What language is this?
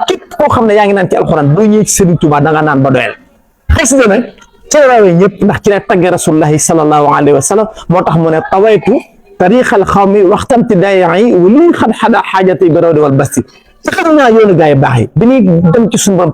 Wolof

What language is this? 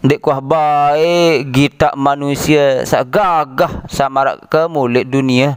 Sasak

